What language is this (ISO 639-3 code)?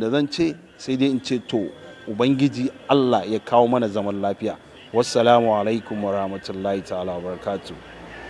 hau